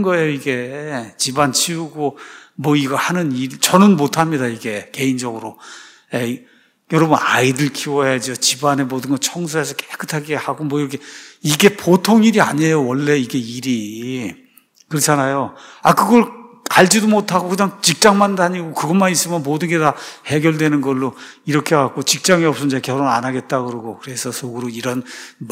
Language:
Korean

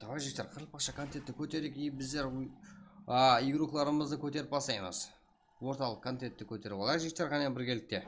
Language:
Kara-Kalpak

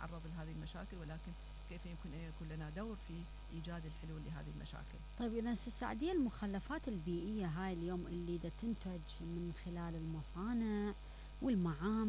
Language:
Mesopotamian Arabic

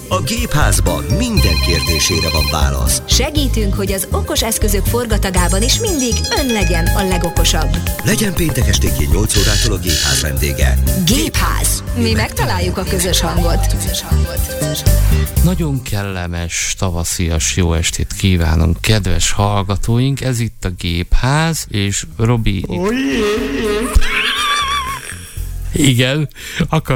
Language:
Hungarian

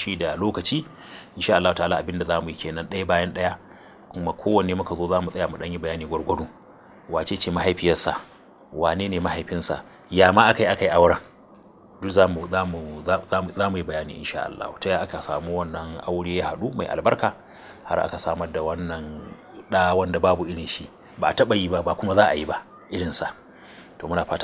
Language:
Hausa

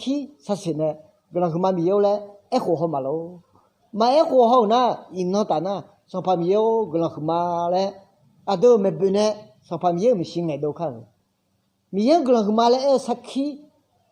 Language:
Akha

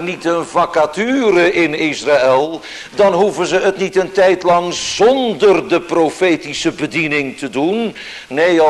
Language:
Dutch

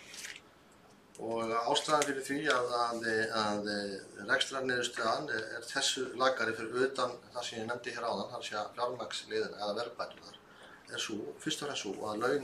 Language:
Icelandic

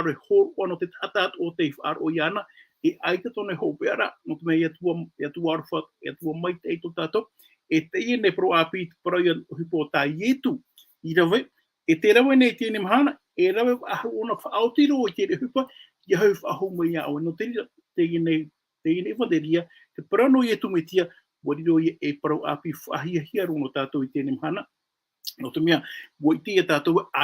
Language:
Tahitian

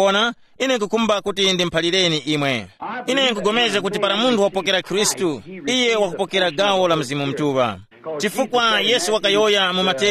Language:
Tumbuka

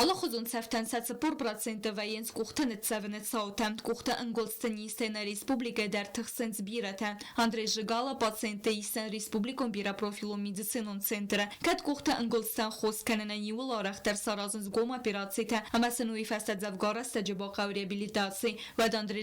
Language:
Ossetic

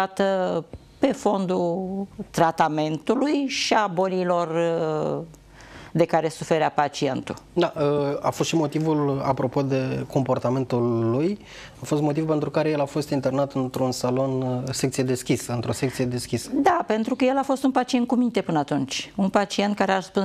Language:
Romanian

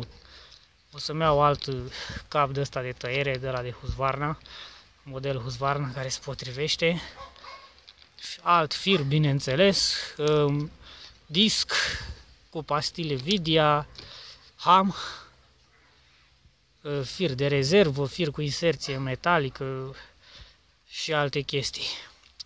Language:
Romanian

